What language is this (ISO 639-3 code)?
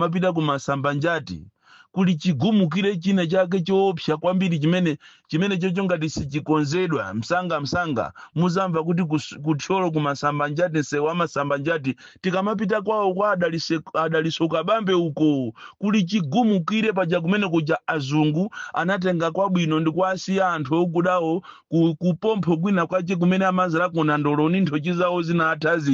nya